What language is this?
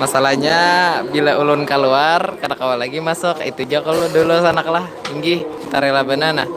Banjar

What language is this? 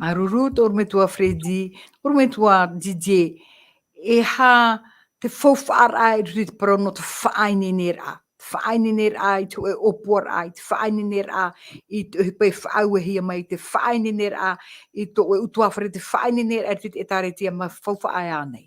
Tahitian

